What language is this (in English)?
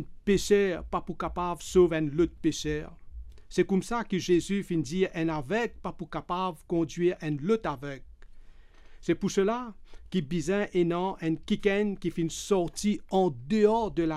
Morisyen